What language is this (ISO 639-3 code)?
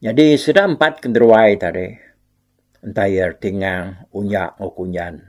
iba